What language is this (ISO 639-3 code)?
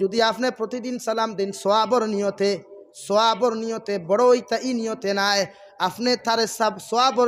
syl